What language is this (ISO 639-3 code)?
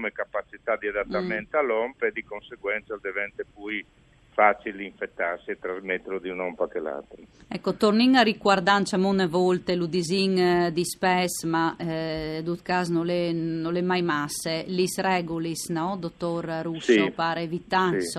fur